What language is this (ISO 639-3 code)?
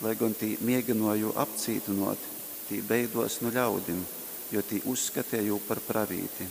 ltg